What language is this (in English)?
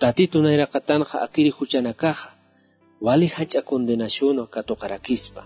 Aymara